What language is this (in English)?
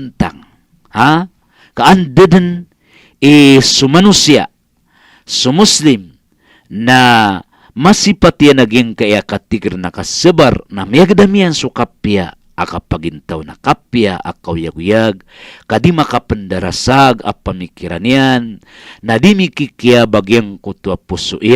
Maranao